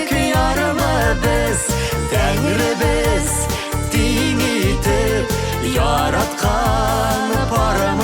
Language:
Bashkir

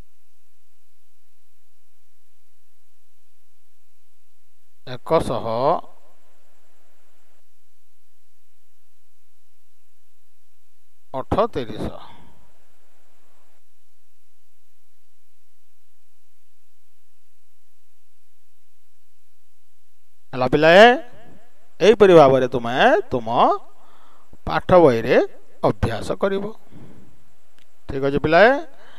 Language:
Odia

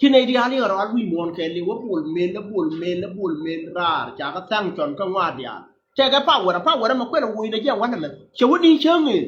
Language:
Nuer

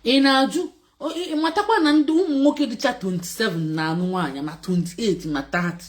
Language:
Igbo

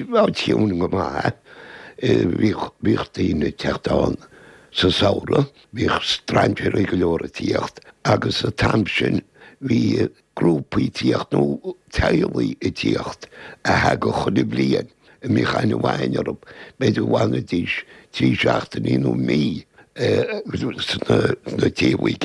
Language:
Irish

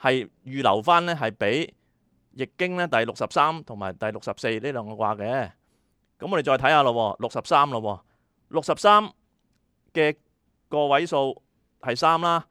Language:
Cantonese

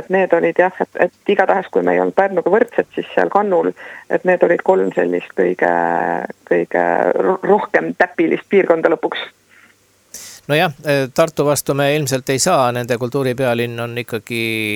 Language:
Estonian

